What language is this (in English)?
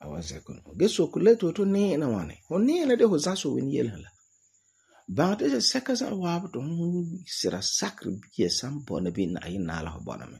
Frafra